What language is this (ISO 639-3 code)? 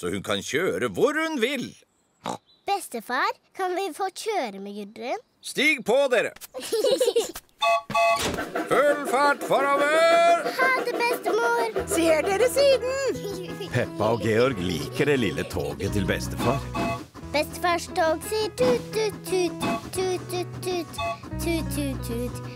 nor